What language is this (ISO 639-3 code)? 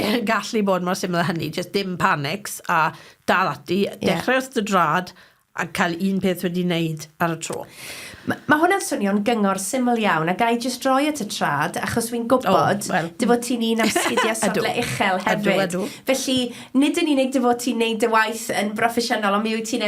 cym